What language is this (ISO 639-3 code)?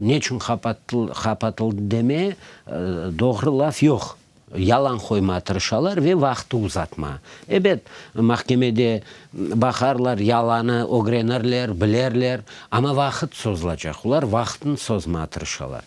crh